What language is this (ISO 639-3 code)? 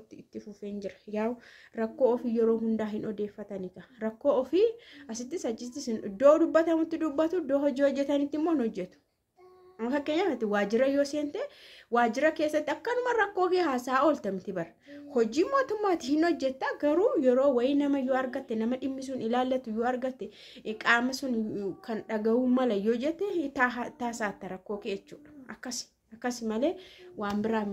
orm